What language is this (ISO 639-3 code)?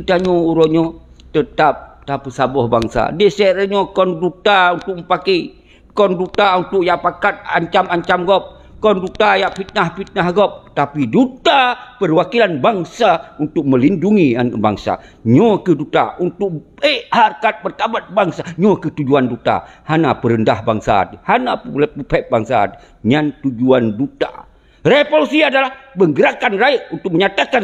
ace